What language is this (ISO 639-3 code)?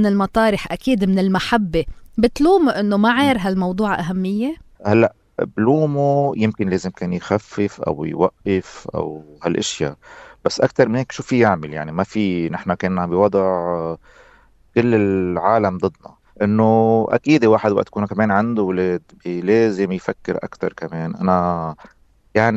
apc